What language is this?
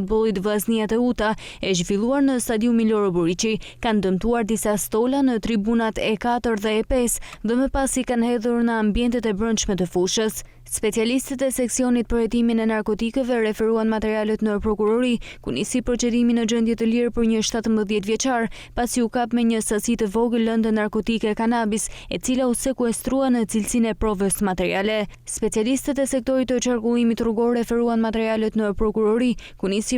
Albanian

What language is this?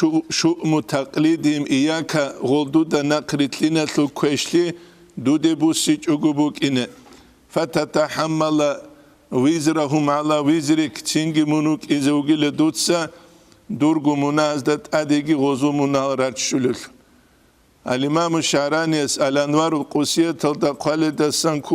Avaric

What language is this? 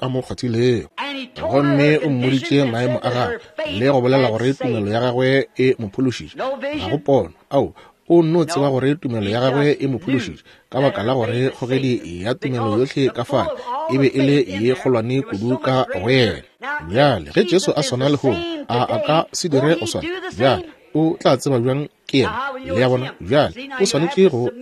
Northern Sotho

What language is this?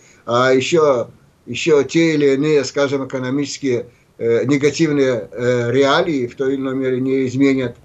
Russian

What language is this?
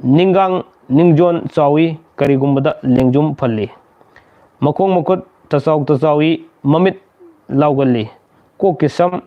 Manipuri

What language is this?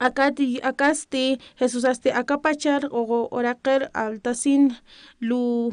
Aymara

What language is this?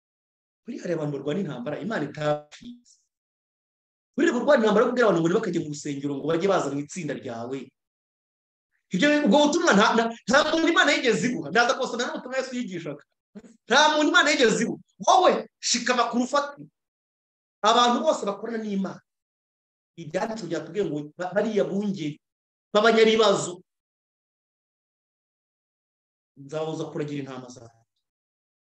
Kinyarwanda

